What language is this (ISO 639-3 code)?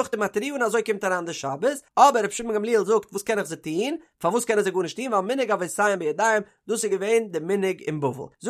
yid